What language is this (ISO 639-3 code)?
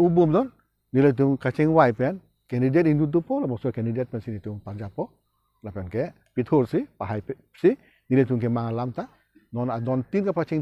mjw